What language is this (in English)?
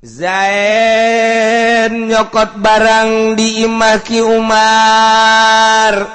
Sundanese